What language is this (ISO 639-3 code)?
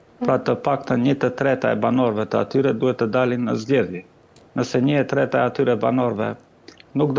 sqi